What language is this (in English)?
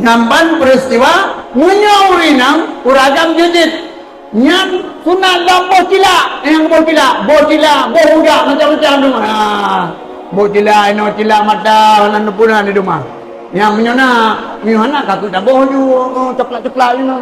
Achinese